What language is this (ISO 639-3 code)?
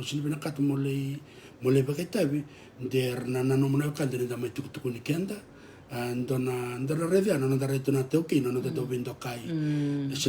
fij